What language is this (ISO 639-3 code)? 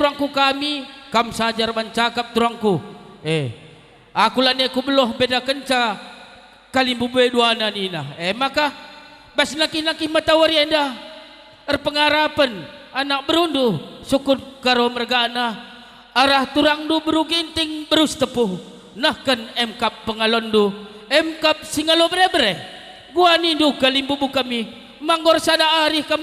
btx